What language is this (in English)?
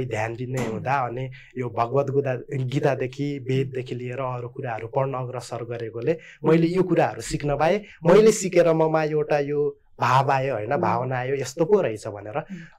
Nepali